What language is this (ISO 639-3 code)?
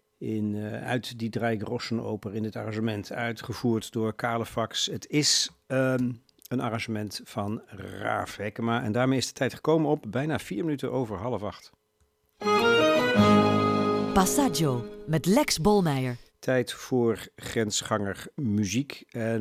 nld